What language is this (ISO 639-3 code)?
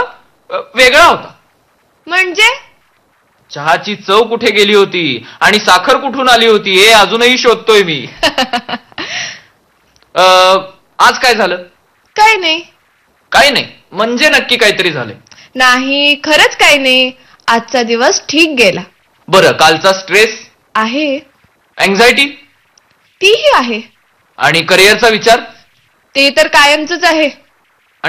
mar